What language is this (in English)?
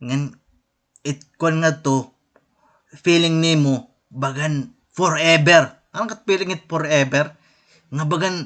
Waray